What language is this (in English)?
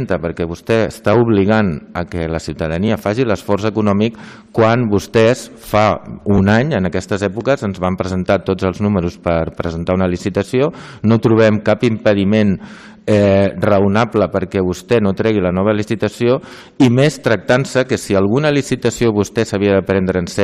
Catalan